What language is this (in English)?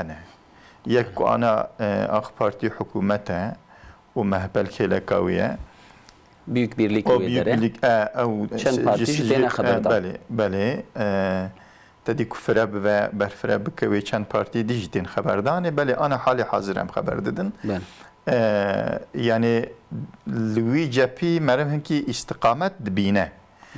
Kurdish